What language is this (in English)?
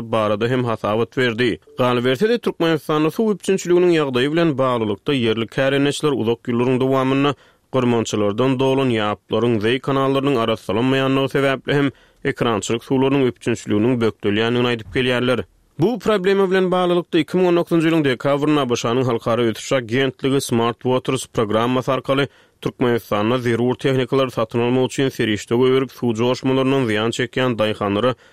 Turkmen